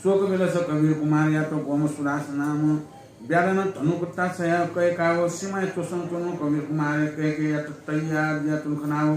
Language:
Newari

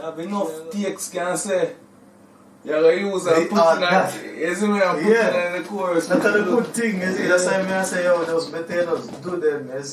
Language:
Jamaican Creole English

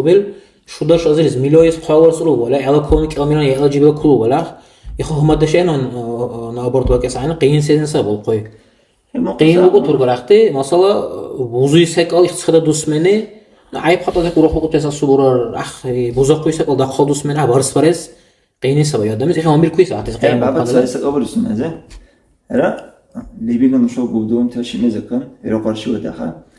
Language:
Dargwa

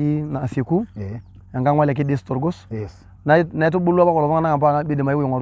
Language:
Masai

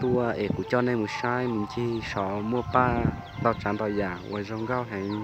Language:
Hmong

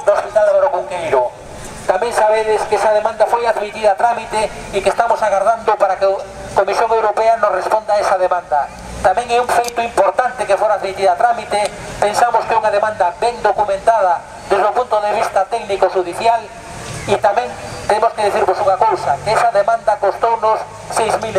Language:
Galician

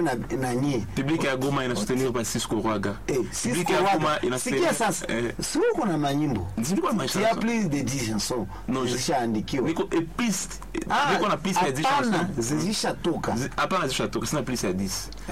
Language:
Swahili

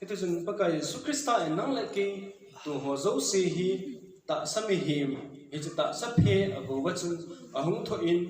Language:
Thado Chin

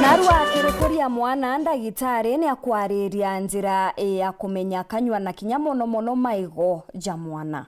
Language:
Meru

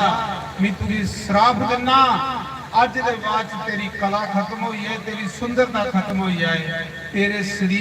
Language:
Dogri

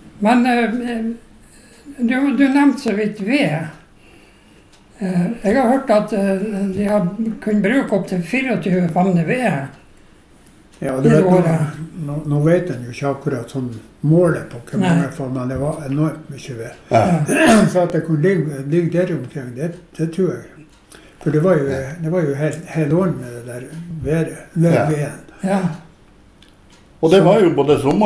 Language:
Norwegian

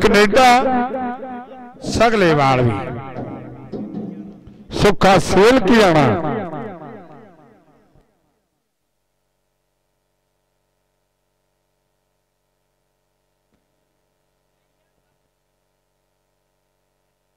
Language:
Punjabi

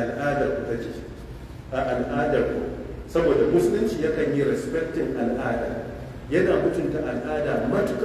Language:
Hausa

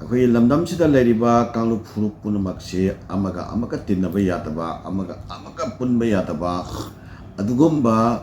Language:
Manipuri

